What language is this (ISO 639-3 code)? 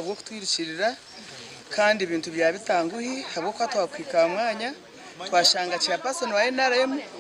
nyn